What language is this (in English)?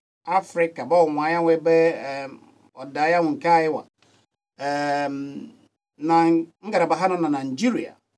Igbo